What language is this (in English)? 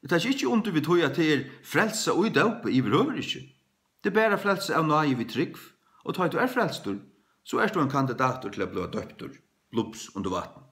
Faroese